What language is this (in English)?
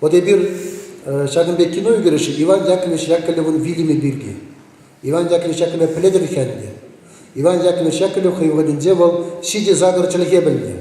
Chuvash